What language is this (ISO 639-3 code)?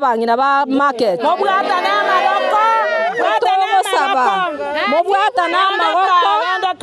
guz